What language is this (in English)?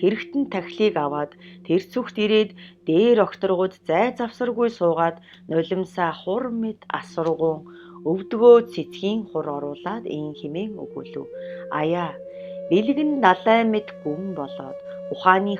Mongolian